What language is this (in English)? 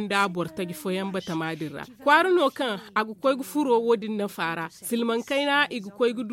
Zarma